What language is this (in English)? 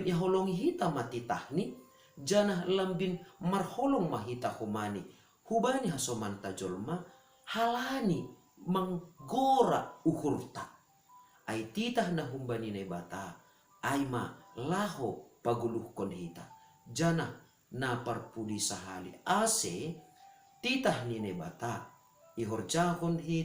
Batak Simalungun